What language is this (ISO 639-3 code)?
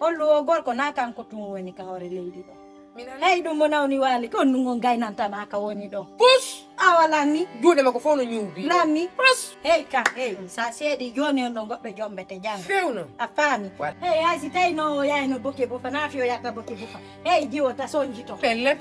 ful